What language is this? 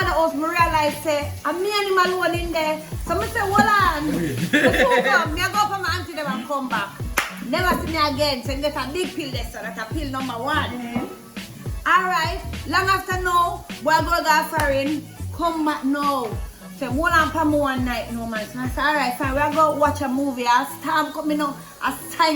Jamaican Creole English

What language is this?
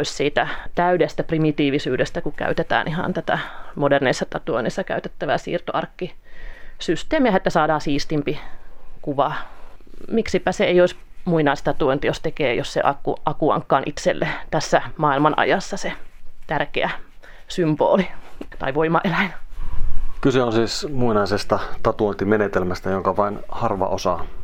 Finnish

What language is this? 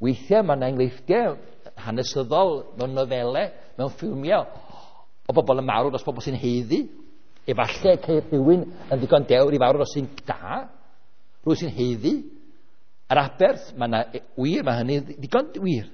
Welsh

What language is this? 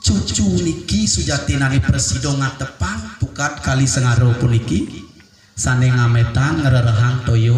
Balinese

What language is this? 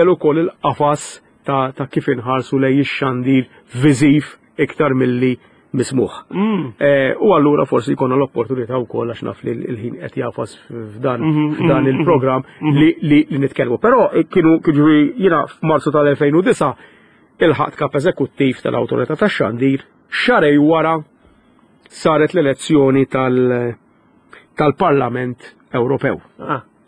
Maltese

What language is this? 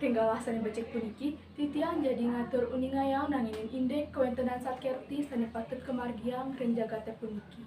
Balinese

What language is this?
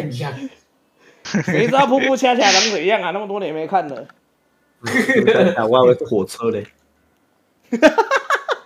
Chinese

